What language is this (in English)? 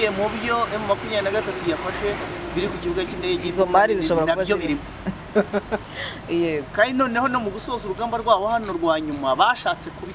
Kinyarwanda